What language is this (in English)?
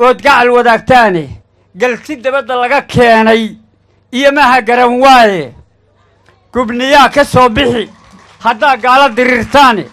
Somali